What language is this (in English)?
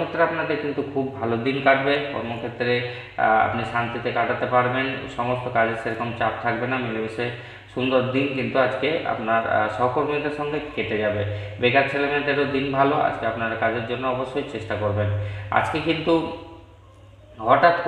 Bangla